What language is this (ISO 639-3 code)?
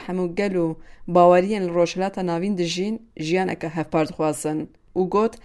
kur